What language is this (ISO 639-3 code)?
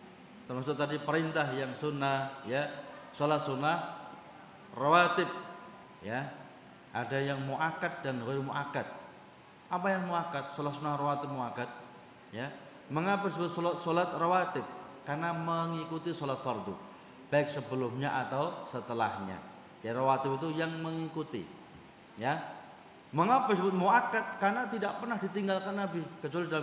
ind